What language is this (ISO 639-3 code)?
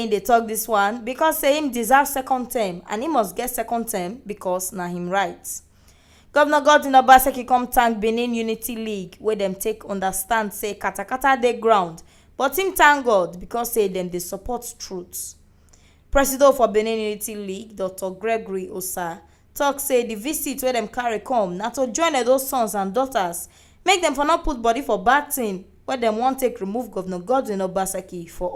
pcm